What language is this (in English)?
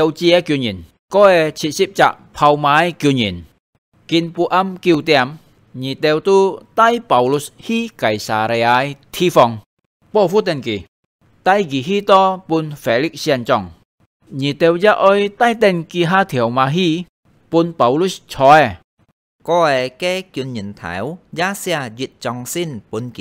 Hakka Chinese